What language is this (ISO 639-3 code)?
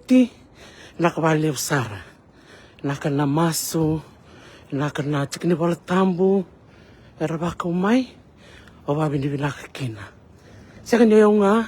fij